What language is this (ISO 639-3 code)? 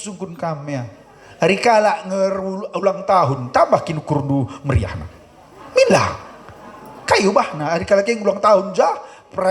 btx